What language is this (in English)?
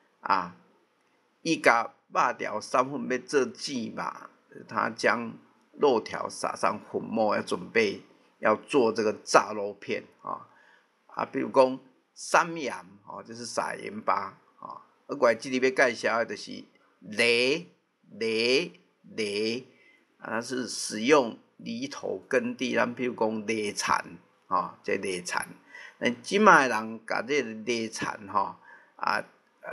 Min Nan Chinese